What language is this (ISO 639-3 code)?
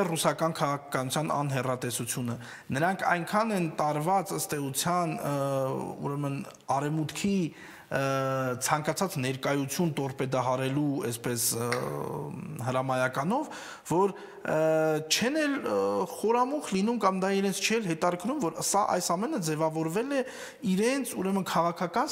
hye